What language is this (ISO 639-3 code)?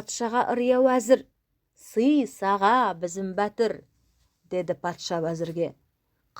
nog